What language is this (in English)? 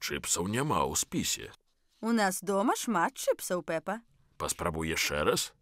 Belarusian